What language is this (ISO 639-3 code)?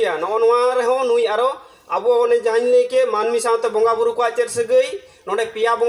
sat